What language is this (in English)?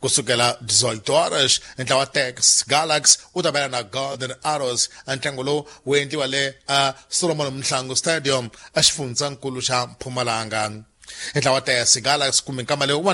Tsonga